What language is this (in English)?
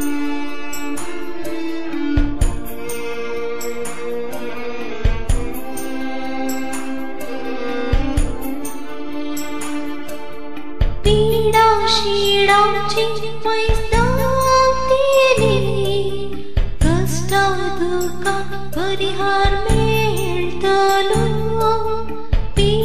Konkani